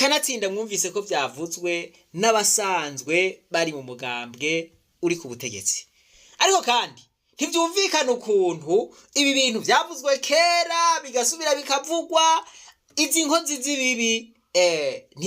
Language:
Rundi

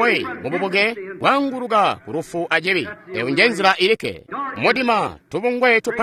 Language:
Tonga (Zambia)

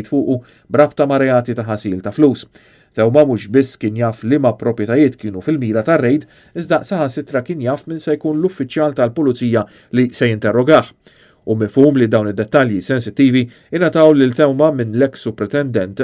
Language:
Maltese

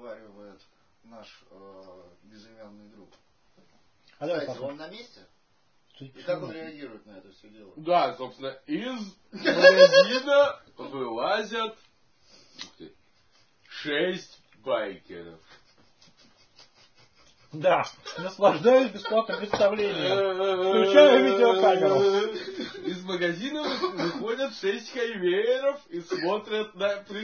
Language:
Russian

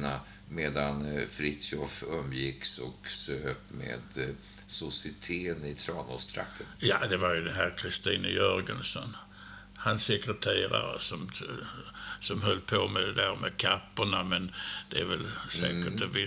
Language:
Swedish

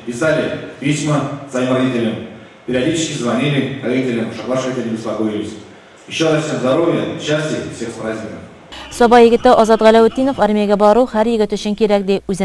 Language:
Tatar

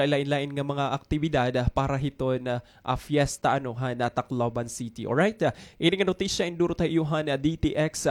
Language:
Waray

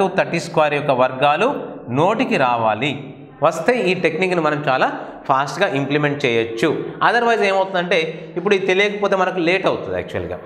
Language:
Telugu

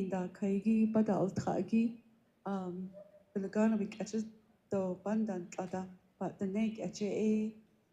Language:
Navajo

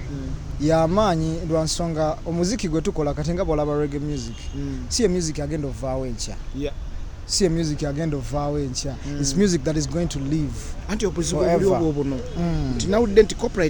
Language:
Ganda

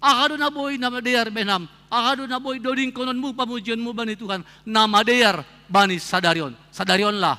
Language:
Batak Simalungun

